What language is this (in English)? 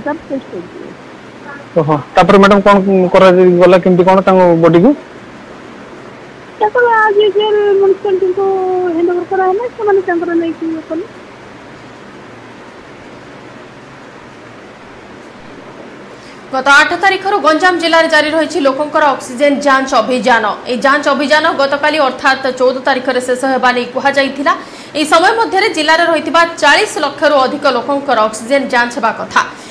Odia